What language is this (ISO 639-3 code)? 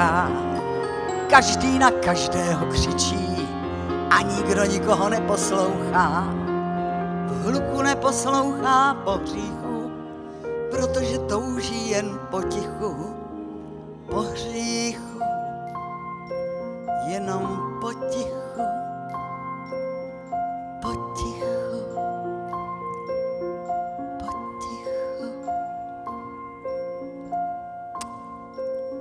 ces